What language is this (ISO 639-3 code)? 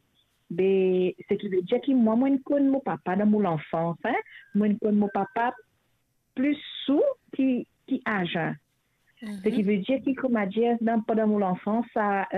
mfe